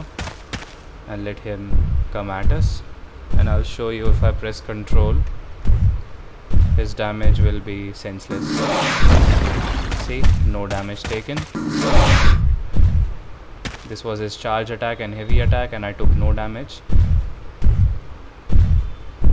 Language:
English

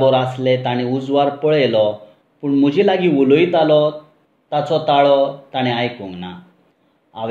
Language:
Konkani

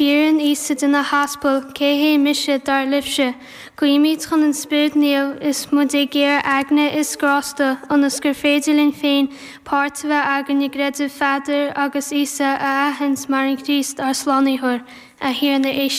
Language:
Irish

